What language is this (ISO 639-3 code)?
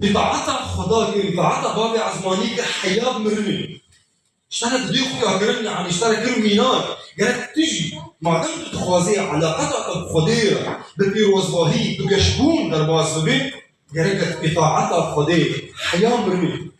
kur